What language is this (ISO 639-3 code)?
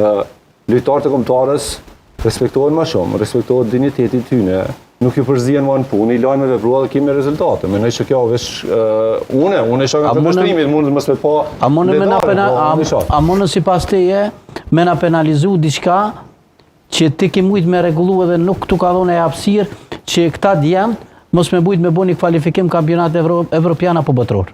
sqi